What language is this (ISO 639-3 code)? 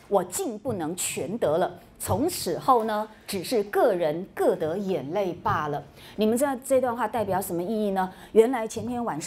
zho